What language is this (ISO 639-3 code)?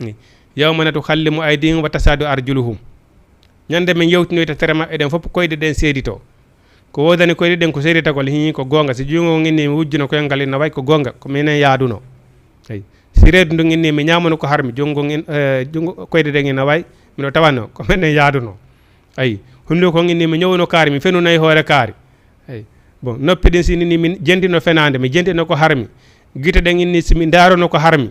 ful